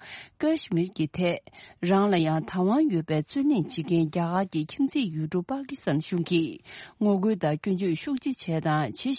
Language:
Tibetan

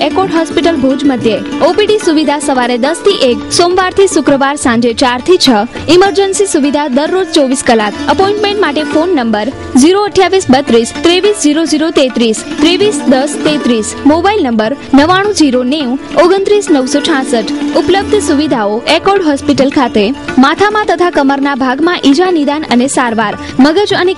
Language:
Gujarati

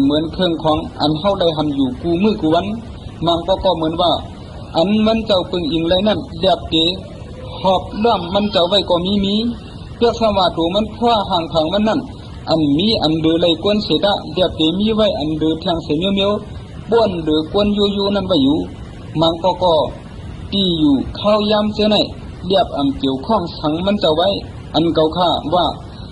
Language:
Shan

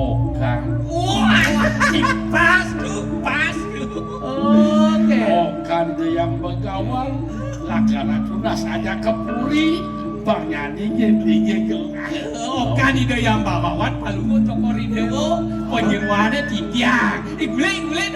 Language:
Balinese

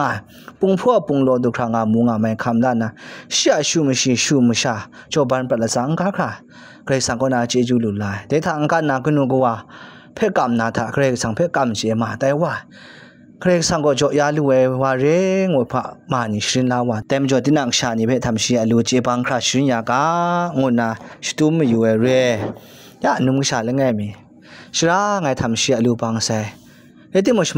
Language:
Kachin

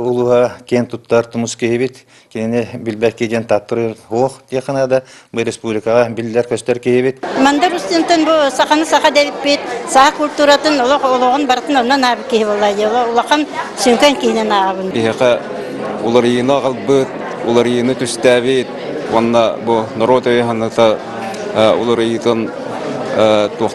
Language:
Yakut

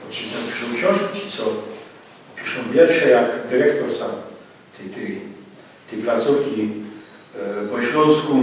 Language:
Silesian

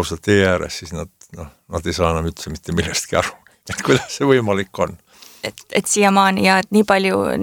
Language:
Estonian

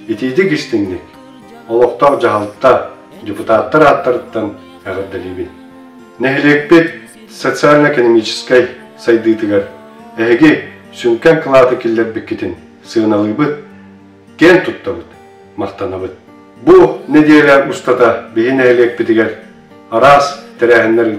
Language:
Yakut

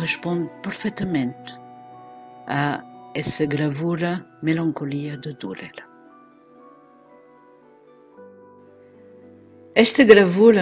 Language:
Portuguese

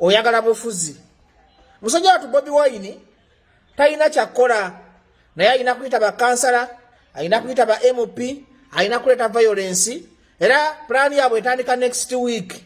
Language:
Ganda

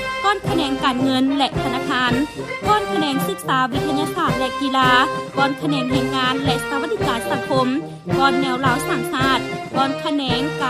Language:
Lao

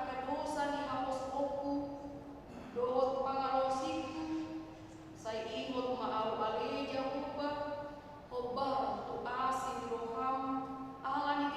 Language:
Batak Toba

